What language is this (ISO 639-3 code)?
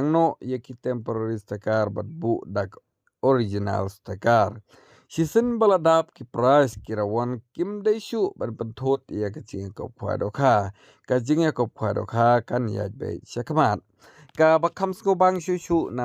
kha